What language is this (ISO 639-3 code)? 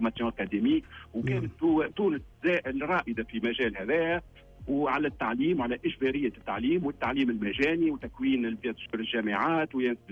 aeb